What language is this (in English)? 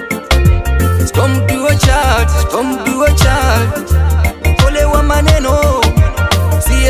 Swahili